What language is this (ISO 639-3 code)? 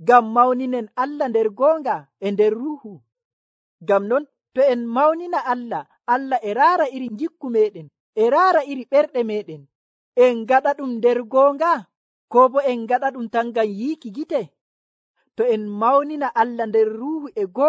fuv